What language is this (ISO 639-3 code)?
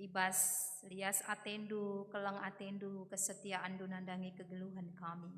btx